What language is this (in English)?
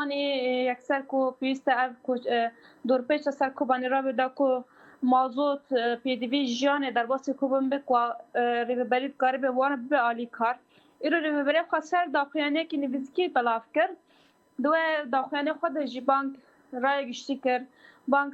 Kurdish